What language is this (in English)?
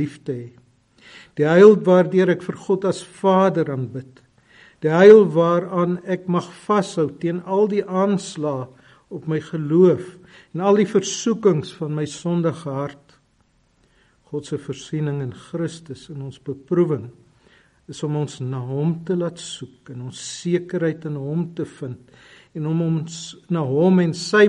Afrikaans